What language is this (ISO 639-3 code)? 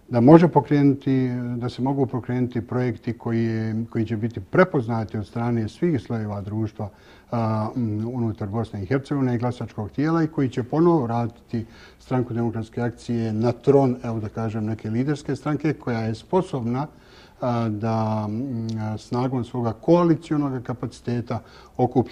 bos